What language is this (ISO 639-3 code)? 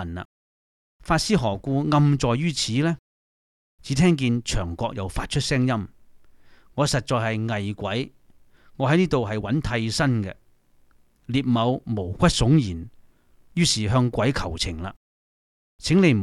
yue